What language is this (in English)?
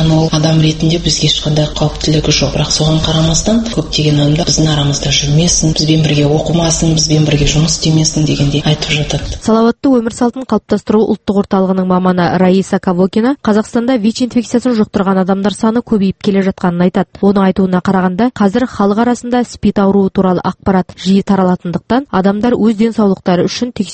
Kazakh